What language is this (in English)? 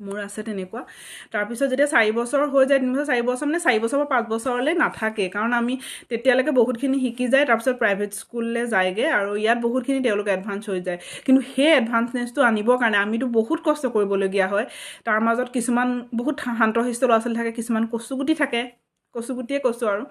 Assamese